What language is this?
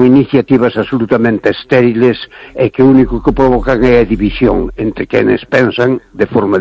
Galician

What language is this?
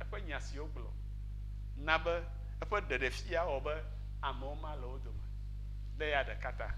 Ewe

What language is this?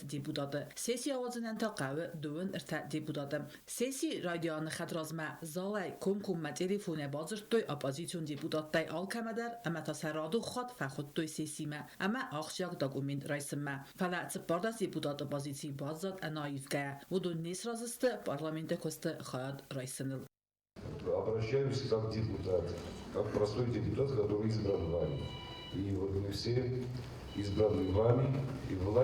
Ossetic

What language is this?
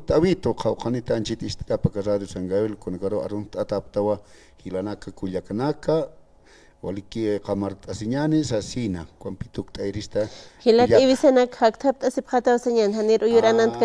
Aymara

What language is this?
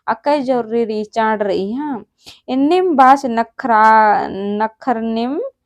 Kurukh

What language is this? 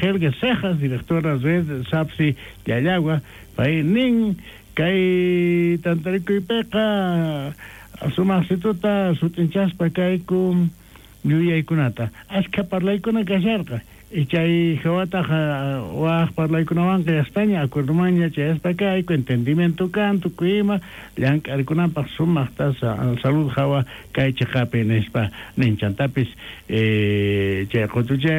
South Bolivian Quechua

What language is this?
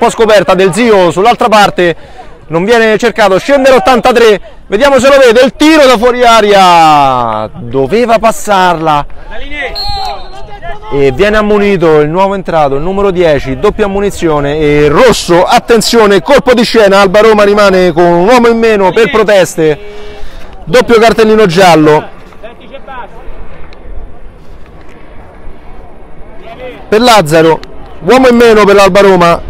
Italian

